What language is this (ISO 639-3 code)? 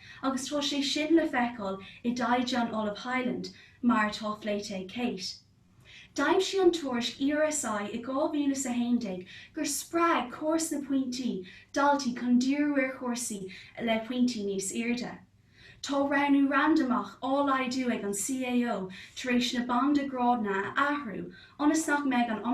gle